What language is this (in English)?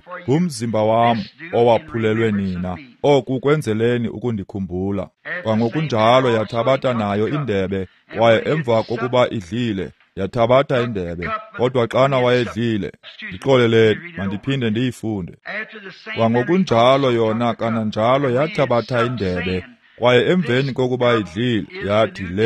Xhosa